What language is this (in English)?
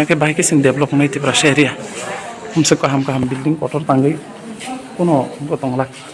Kok Borok